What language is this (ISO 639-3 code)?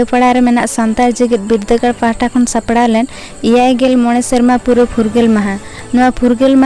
sat